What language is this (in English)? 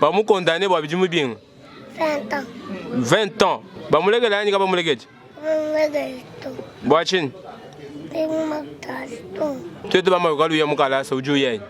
Luba-Lulua